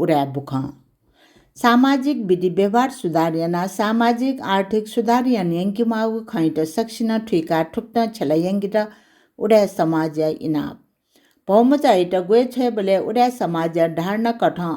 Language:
Newari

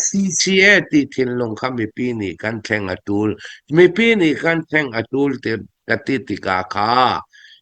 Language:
Hakha Chin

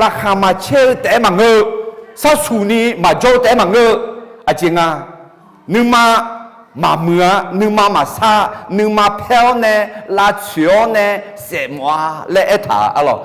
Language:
Akha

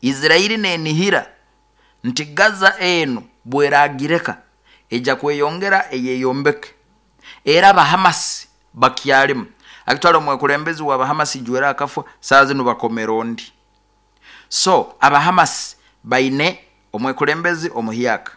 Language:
Nyoro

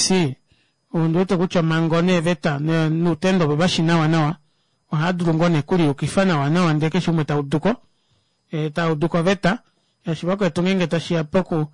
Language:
Kuanyama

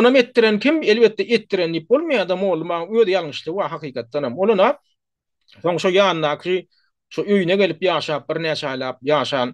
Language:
Turkmen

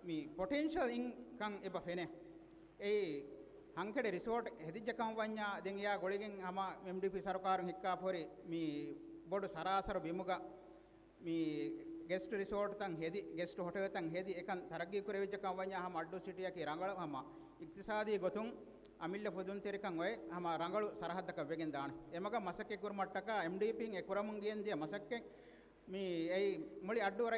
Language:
Divehi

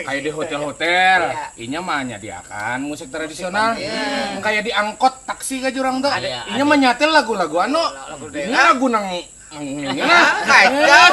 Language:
Banjar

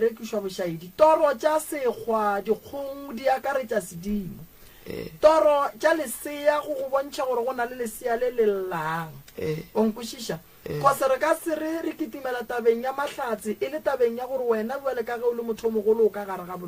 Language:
Northern Sotho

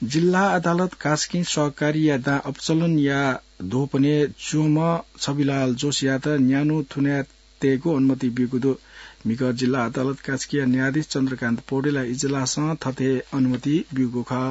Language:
Newari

